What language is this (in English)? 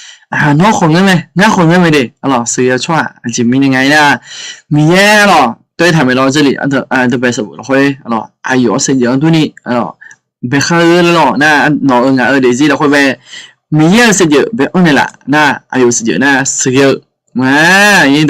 Akha